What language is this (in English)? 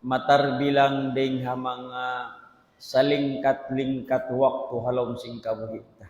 Tausug